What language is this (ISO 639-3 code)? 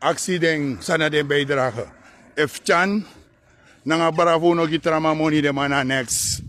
srn